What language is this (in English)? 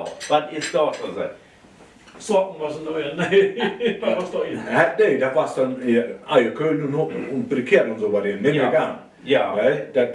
Low German